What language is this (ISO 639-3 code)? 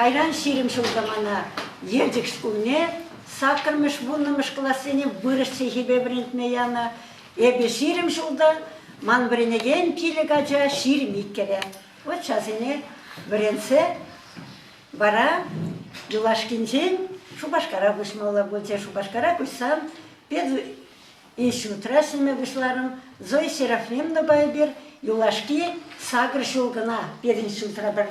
chv